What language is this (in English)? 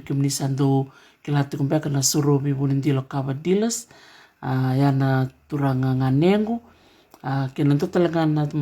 Fijian